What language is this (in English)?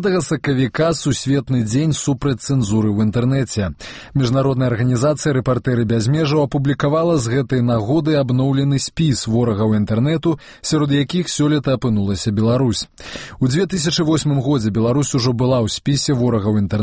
Belarusian